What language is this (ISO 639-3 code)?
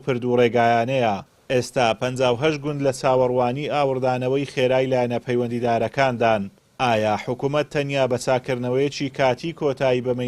ckb